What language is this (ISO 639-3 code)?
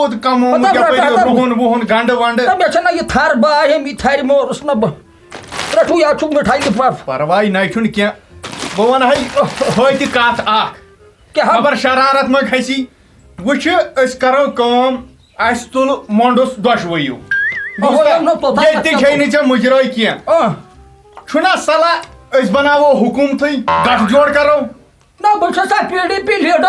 kas